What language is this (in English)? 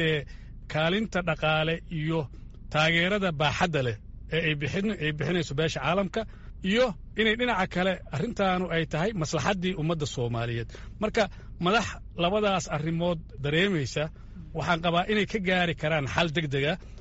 Somali